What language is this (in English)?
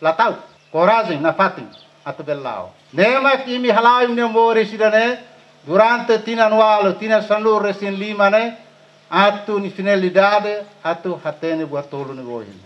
Tetum